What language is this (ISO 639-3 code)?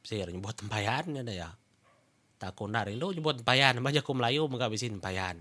iba